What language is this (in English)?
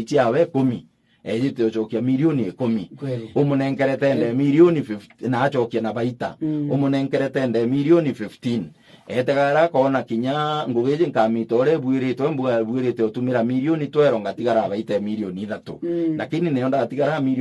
Meru